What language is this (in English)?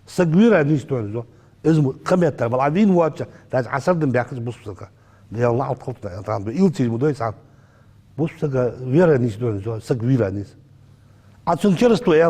Ingush